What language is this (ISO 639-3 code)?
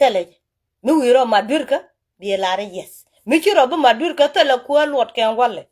nus